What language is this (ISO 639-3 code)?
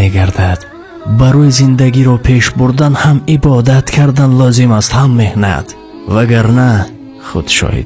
tgk